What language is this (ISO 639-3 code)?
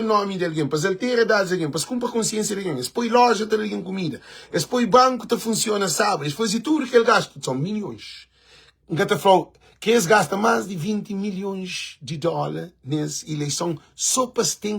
kea